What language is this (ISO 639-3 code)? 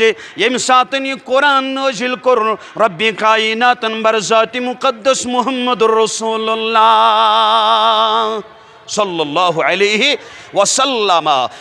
kas